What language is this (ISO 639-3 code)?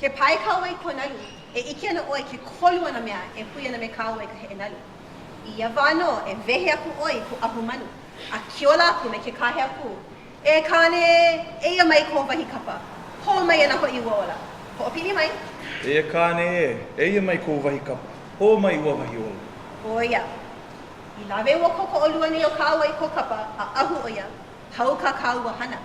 haw